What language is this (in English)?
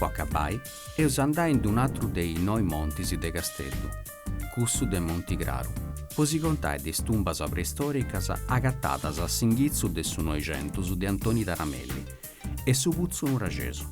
Sardinian